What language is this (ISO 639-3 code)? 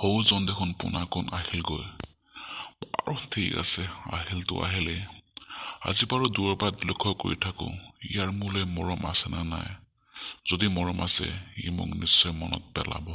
asm